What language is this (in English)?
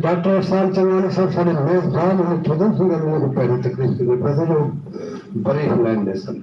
Saraiki